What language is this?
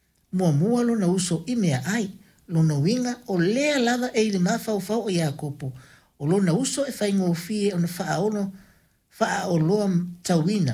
Samoan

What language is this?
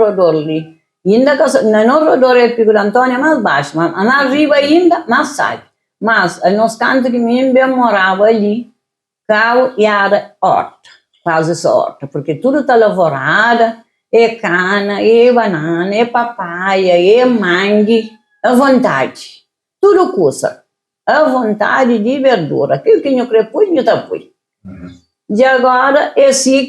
Kabuverdianu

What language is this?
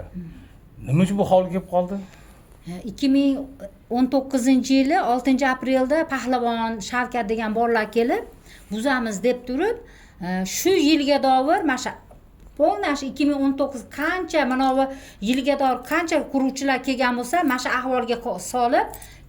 Uzbek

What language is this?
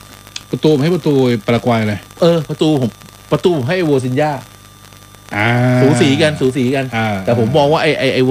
Thai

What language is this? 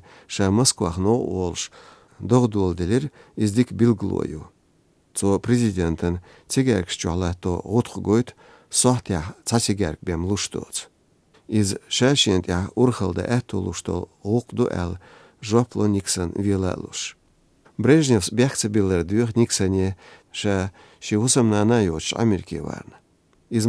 Chechen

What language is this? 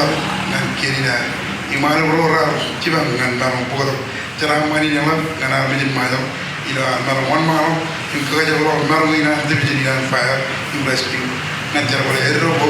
Marshallese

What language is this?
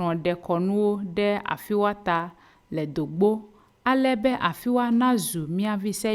Ewe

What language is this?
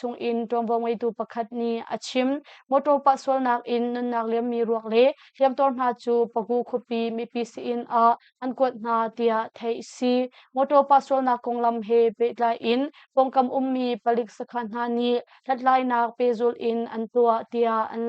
Hakha Chin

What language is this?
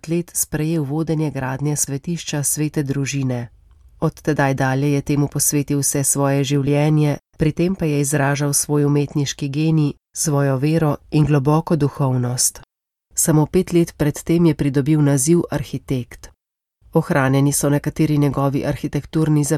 Slovenian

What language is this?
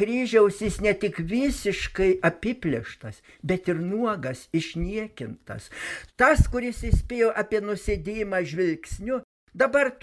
Lithuanian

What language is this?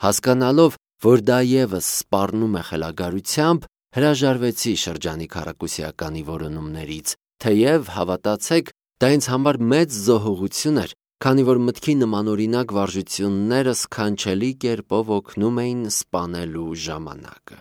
Armenian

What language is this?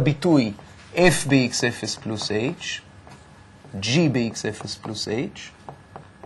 Hebrew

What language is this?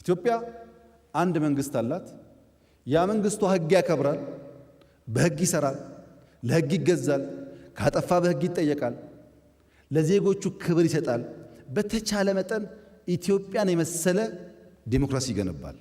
Amharic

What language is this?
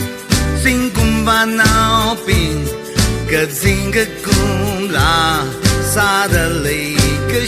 Tangkhul Naga (India)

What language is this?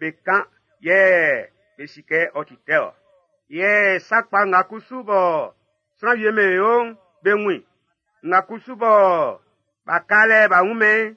Baoulé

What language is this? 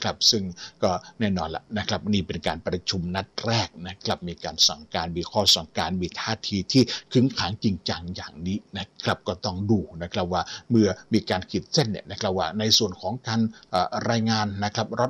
Thai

